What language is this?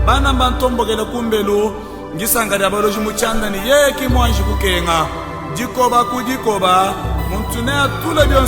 Luba-Lulua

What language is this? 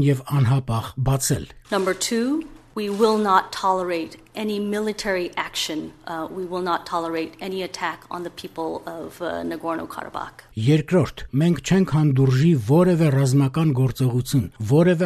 Armenian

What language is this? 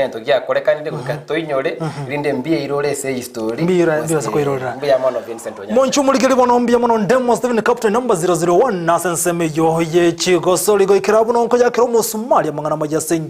Gusii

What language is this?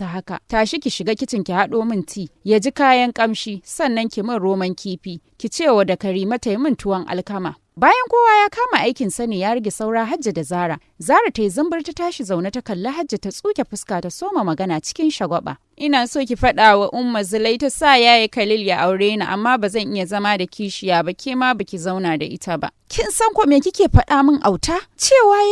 Hausa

